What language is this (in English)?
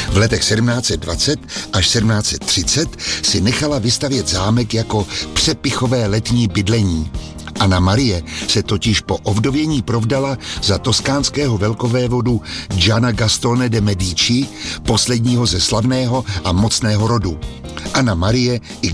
Czech